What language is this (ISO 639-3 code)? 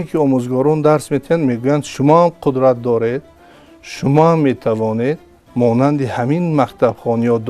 tgk